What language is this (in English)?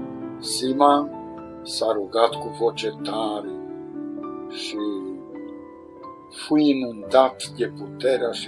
Romanian